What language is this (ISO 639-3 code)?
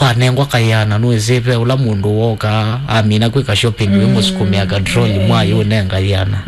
kam